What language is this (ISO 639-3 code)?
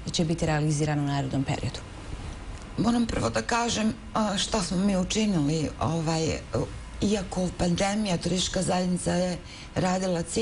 bos